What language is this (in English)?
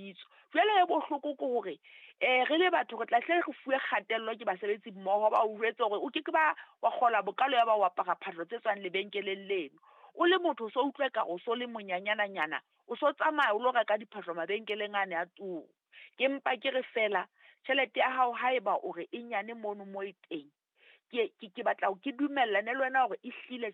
Southern Sotho